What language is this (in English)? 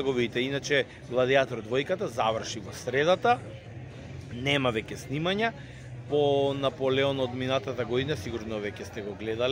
Macedonian